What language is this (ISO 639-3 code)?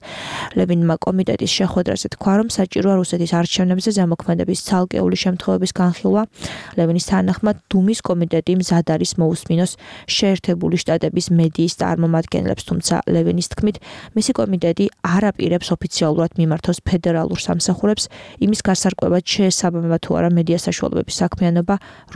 kat